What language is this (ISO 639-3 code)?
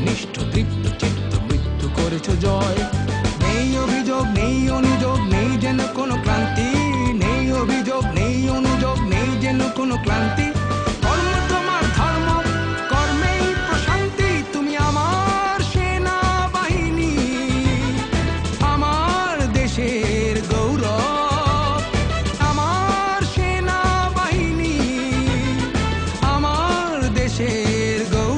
ben